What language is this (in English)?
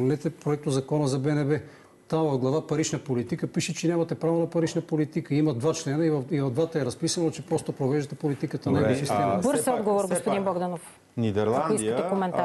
Bulgarian